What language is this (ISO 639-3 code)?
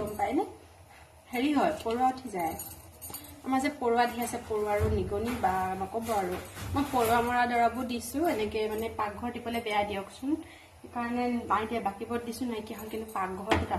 asm